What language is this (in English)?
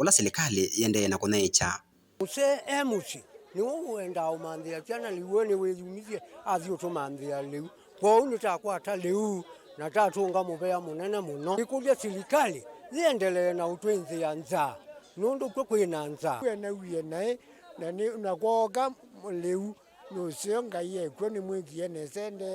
Kamba